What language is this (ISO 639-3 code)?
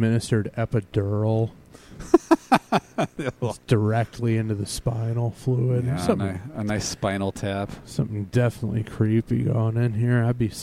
eng